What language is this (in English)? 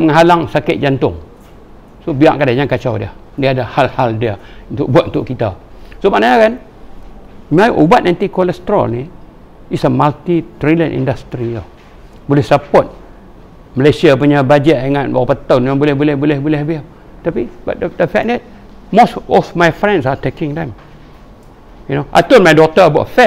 Malay